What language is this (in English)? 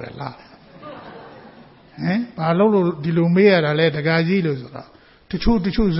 Burmese